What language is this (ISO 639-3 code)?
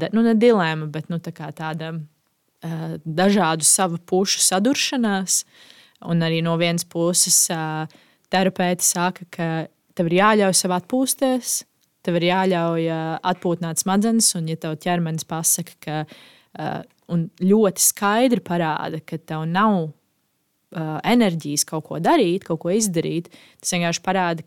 lav